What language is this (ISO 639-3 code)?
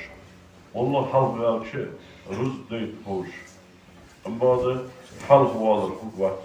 inh